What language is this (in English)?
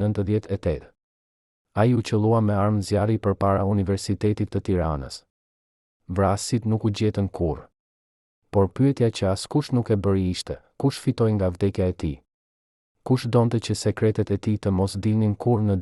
Albanian